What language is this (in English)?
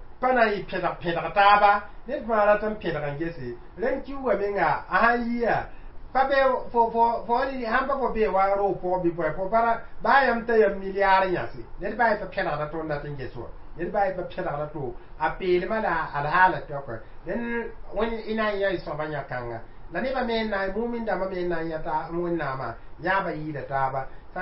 Mossi